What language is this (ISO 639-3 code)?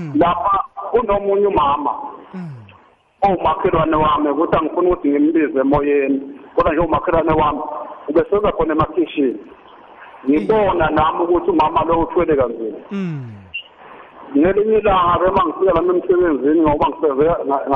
nbl